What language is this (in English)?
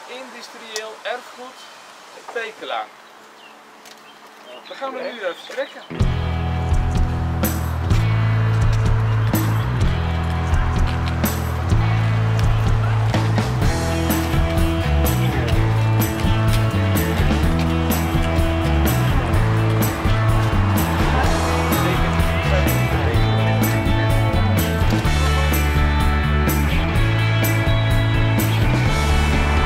Dutch